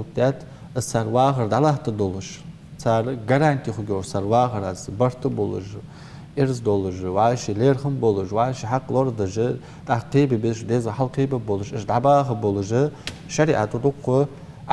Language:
Ingush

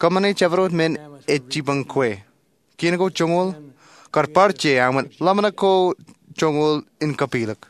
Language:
Marshallese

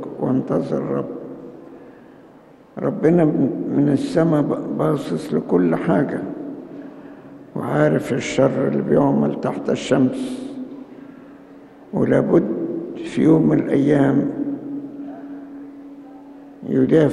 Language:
Egyptian Arabic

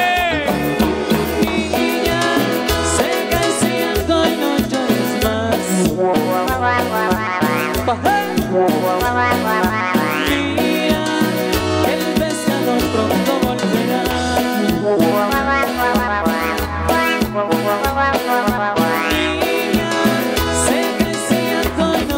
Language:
Spanish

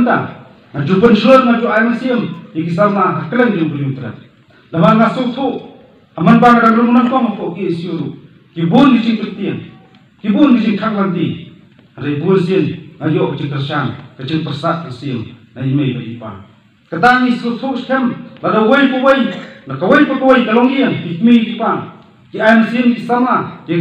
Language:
Khasi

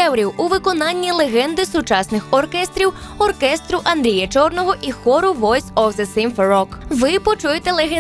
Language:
Ukrainian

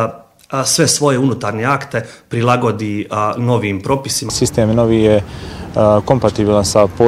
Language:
Bosnian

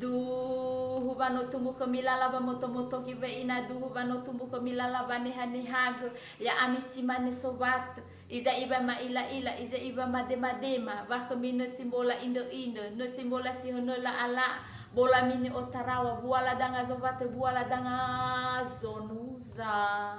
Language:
Nias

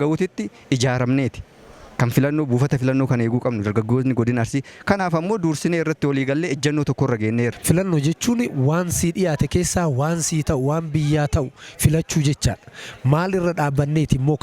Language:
Oromo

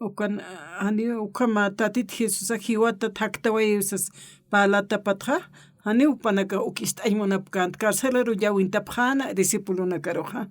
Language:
Aymara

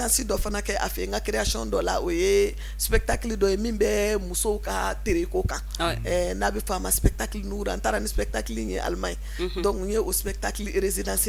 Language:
Bambara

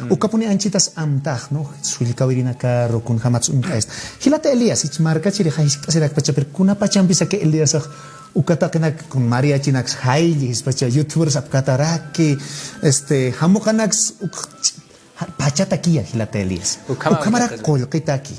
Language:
Aymara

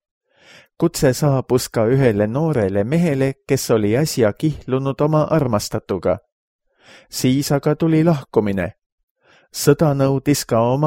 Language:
Estonian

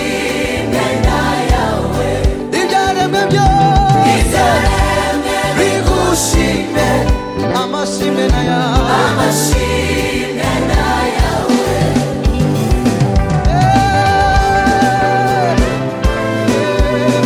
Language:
Kinyarwanda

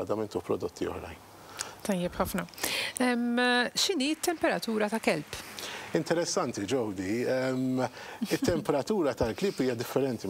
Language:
Maltese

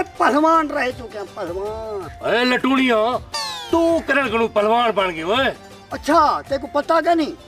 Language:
Saraiki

